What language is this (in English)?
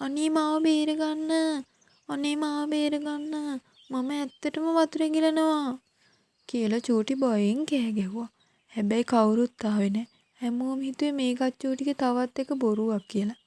Sinhala